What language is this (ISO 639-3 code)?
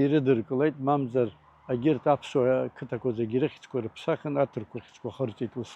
abk